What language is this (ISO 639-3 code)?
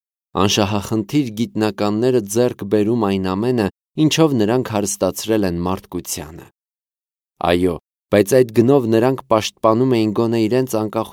hye